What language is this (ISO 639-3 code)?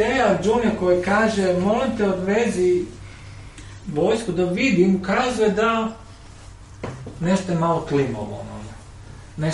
hrv